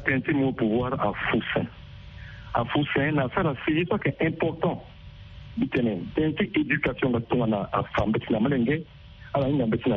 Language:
Sango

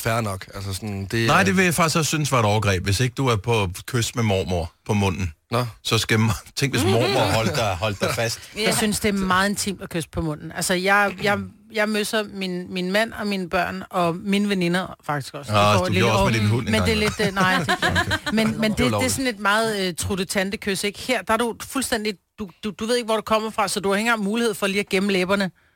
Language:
Danish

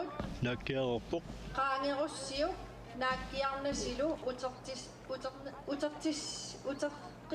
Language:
Kalaallisut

